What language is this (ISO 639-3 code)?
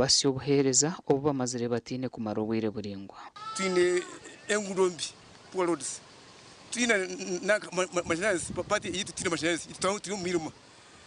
nyn